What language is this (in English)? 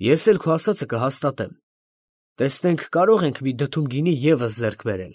Armenian